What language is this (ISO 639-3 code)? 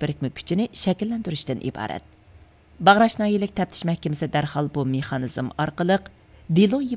uig